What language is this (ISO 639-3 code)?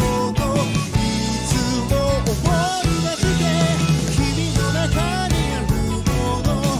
jpn